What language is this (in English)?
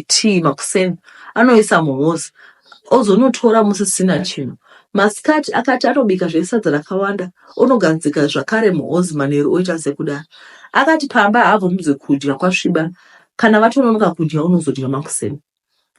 Shona